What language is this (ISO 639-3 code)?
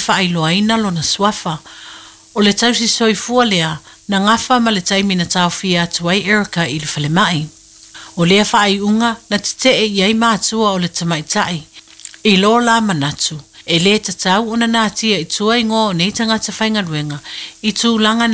smo